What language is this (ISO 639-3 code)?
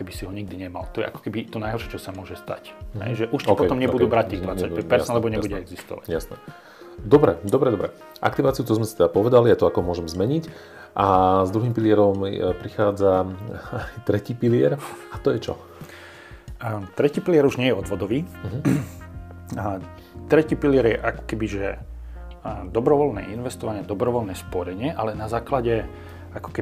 slk